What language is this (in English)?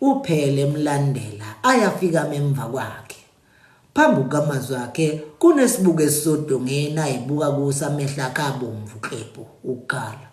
Zulu